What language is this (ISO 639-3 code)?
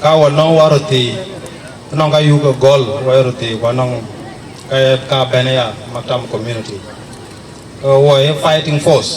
din